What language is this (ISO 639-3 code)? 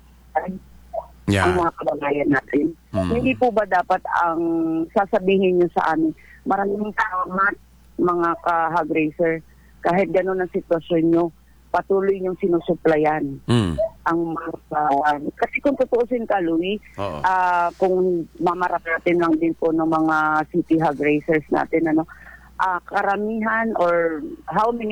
fil